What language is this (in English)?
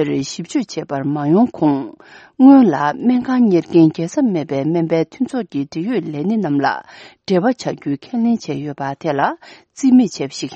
Tibetan